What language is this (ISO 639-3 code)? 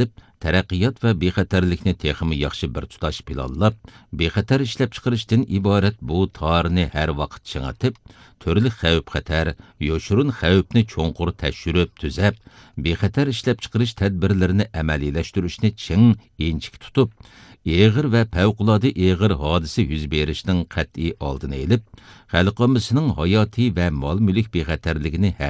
uig